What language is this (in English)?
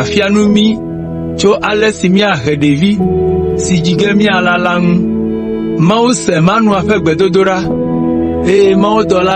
Ewe